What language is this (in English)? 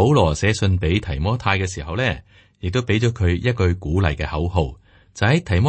Cantonese